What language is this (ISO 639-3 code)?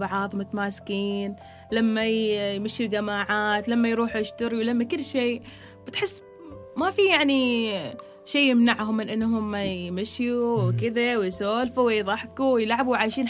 afb